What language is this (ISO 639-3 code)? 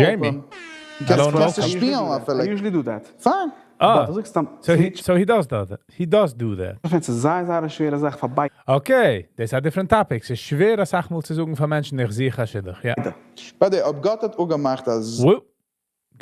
yid